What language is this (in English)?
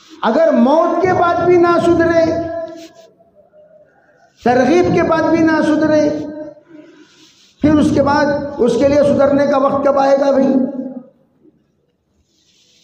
Urdu